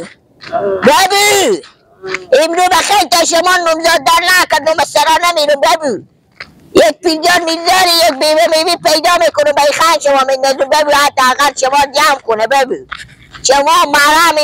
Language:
Persian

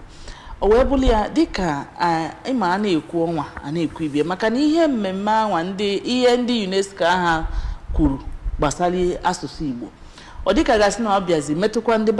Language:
Igbo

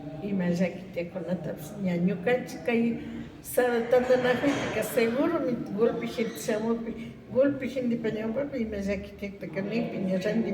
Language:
Imbabura Highland Quichua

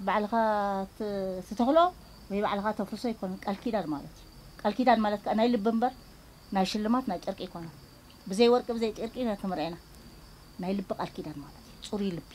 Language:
Tigrinya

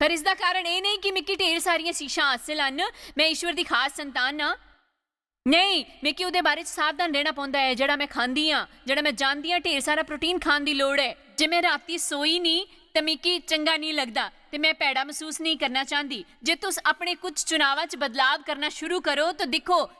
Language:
Dogri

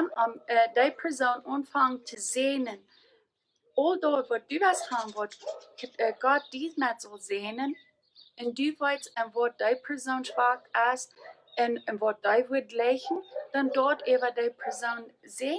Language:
Plautdietsch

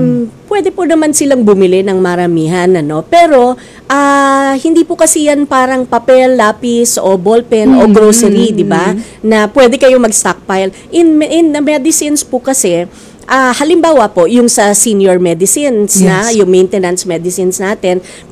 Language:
Filipino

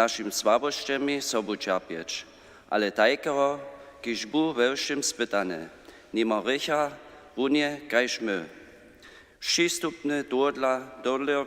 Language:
Upper Sorbian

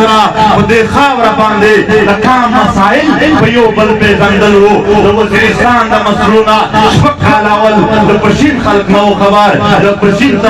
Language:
Pashto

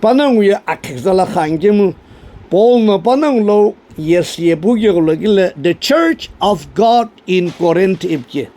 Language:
Sumi Naga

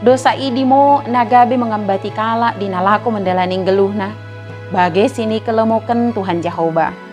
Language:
Batak Dairi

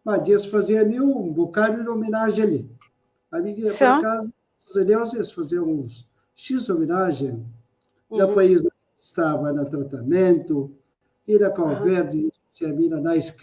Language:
Kabuverdianu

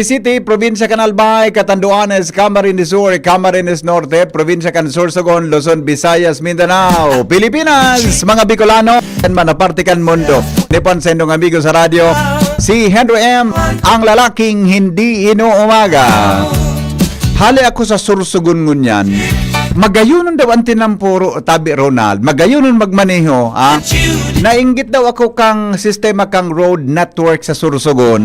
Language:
Bikol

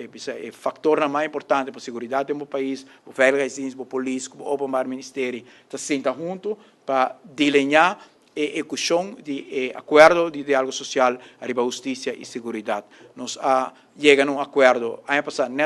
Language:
Papiamento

